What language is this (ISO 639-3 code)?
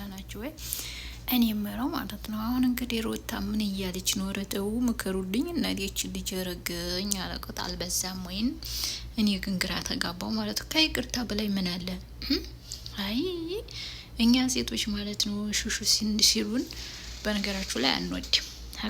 amh